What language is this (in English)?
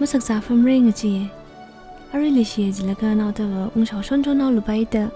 Tangkhul Naga (India)